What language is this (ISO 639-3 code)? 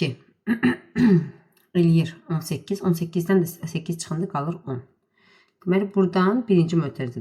aze